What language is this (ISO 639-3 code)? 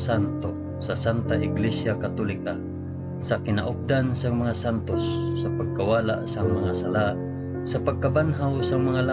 hil